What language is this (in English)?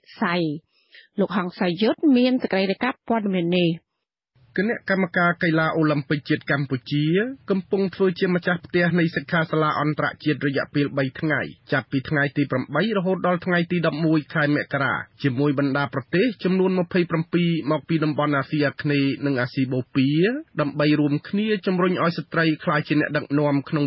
Khmer